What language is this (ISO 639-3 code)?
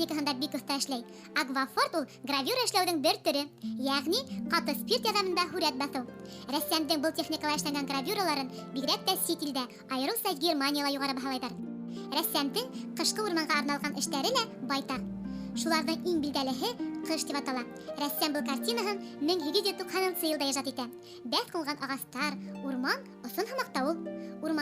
bak